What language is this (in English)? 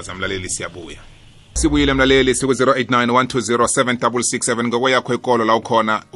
South Ndebele